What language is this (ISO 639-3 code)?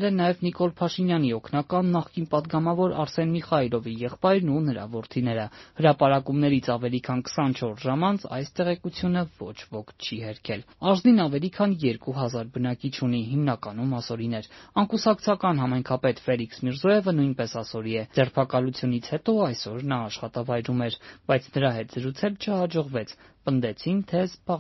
hye